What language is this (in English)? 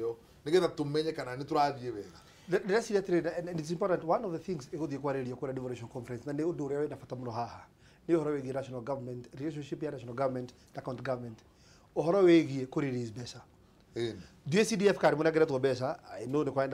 Kikuyu